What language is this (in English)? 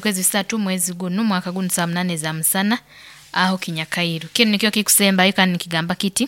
Nyoro